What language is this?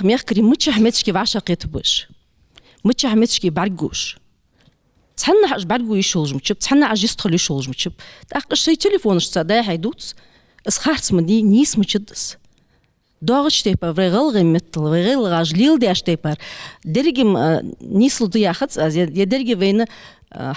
Ingush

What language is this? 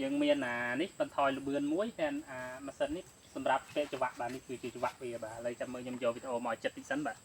Khmer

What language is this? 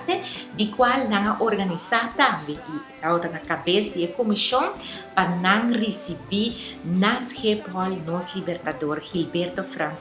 Papiamento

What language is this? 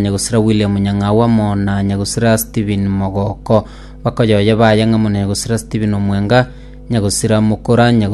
Gusii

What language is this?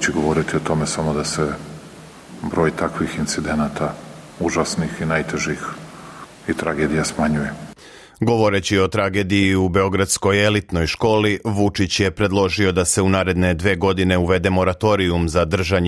Serbian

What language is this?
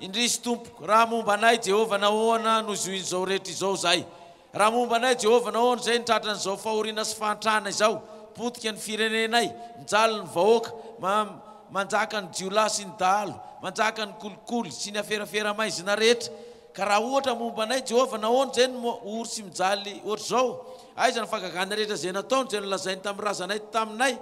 Malagasy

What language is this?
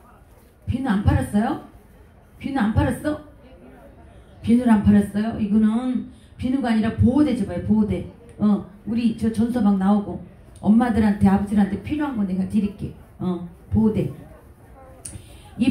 Korean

